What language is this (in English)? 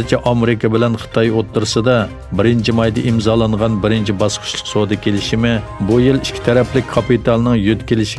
Uyghur